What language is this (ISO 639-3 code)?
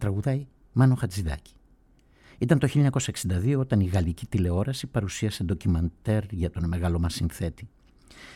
ell